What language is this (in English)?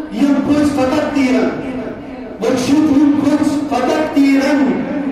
Kashmiri